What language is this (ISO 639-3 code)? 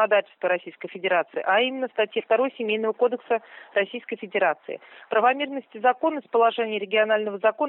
rus